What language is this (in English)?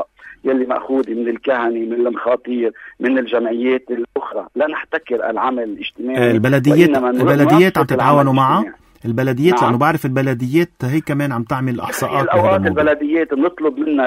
North Levantine Arabic